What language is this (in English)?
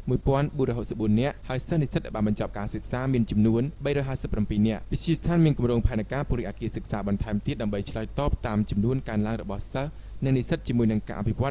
Khmer